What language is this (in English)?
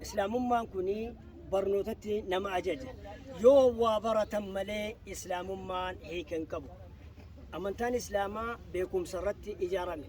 Oromo